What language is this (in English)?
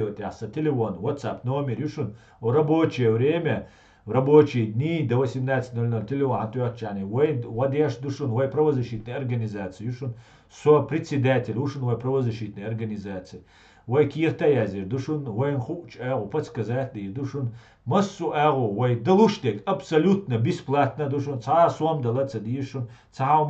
Chechen